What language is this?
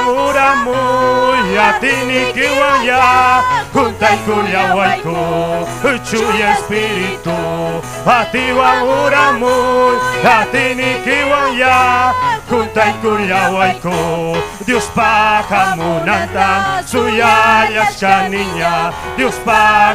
Ayacucho Quechua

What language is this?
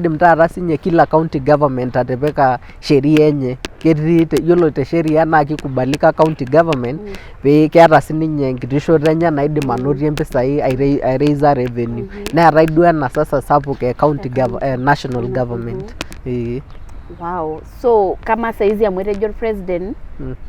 Masai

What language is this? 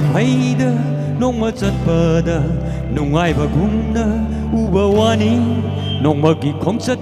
Tangkhul Naga (India)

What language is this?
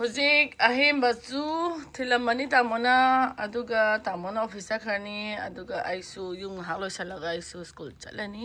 Manipuri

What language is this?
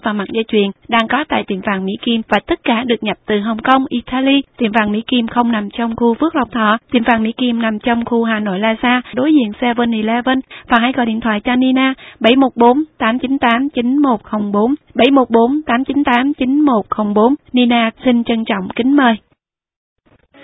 Vietnamese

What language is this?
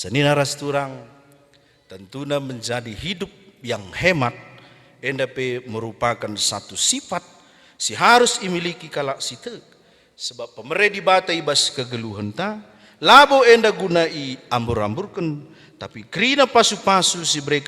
Batak Karo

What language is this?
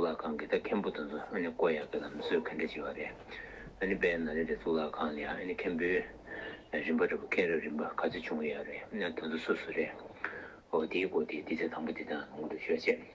Tibetan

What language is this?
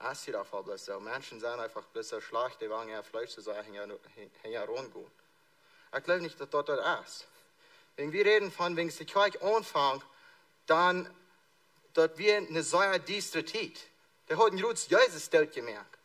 Plautdietsch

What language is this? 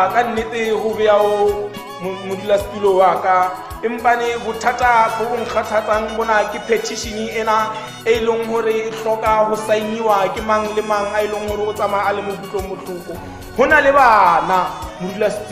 Tswana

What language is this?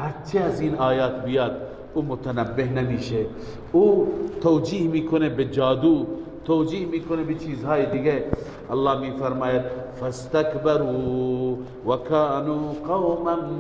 Persian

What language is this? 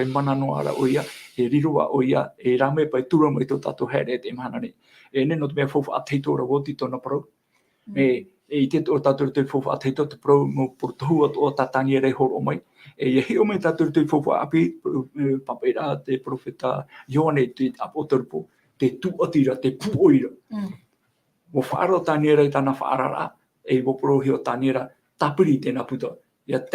Tahitian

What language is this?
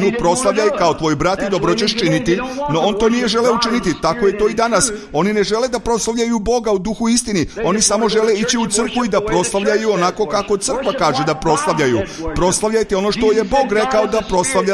Serbian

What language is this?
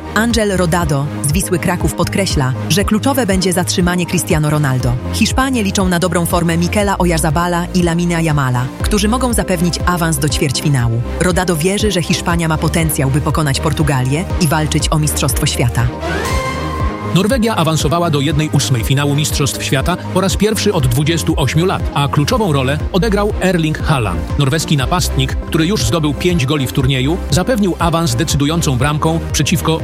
Polish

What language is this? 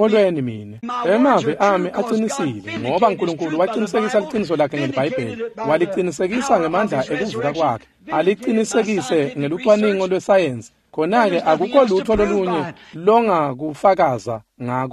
Swati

